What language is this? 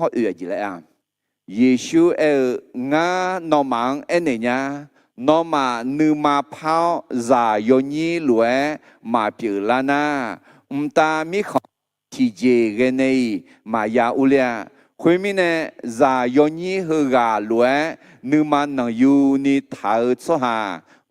Akha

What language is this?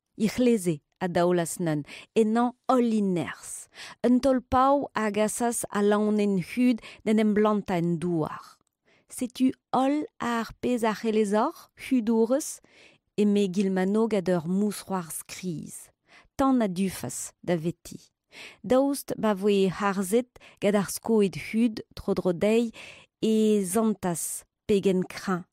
Breton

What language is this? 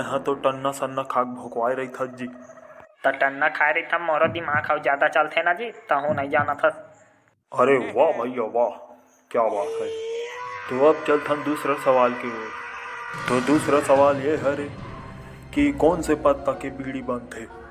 Chhattisgarhi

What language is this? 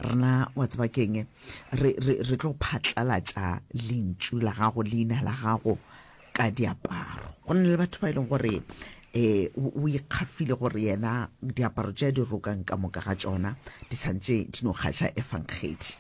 Northern Sotho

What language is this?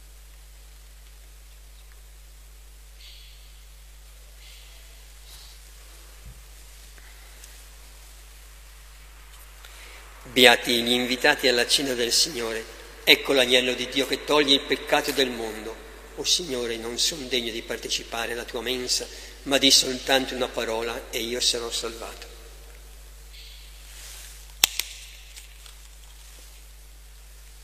Italian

